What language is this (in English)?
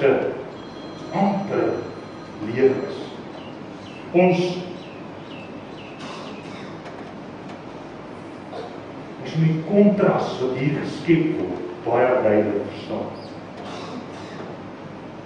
Afrikaans